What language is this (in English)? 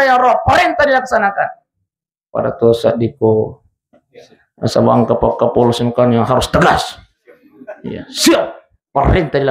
Buginese